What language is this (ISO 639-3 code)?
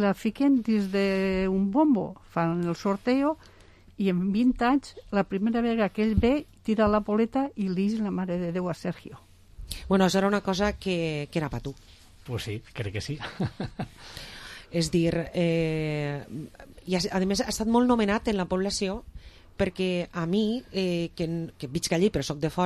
cat